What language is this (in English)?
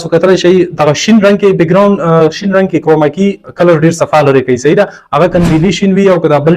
Pashto